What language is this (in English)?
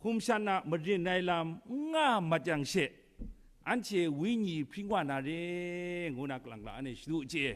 Kachin